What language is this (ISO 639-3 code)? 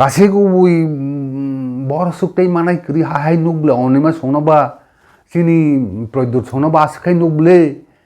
trp